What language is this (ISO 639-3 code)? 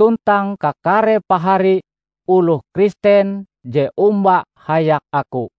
nij